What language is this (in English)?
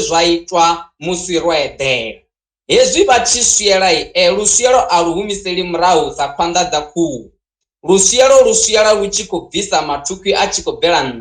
Venda